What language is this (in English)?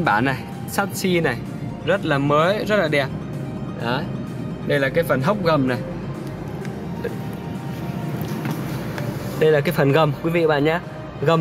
Vietnamese